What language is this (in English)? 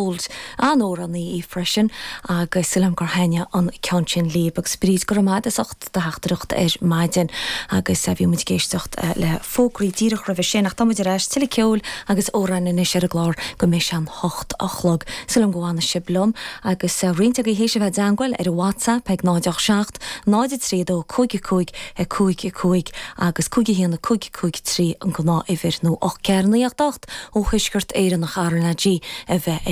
Irish